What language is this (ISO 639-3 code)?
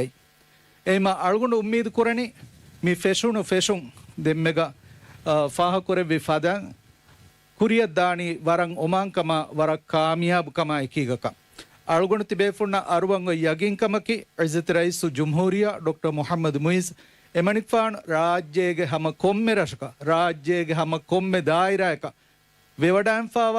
div